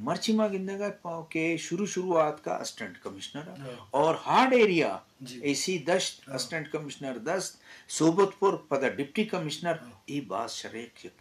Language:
Eastern Balochi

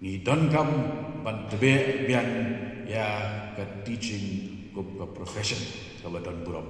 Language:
Khasi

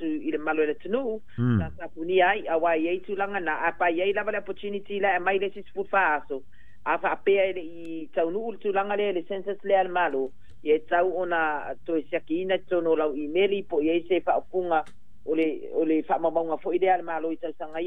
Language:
Samoan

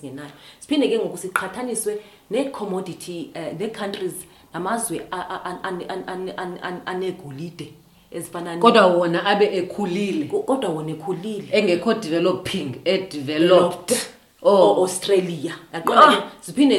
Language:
Xhosa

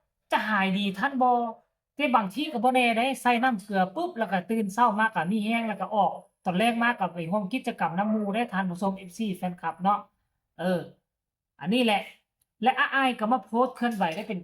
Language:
Northeastern Thai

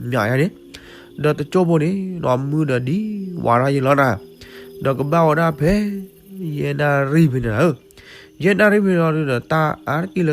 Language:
S'gaw Karen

